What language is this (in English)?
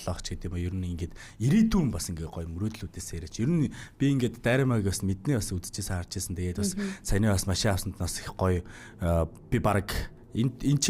Mongolian